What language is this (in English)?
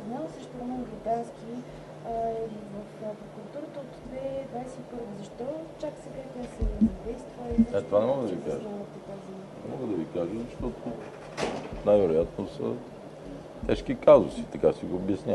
Bulgarian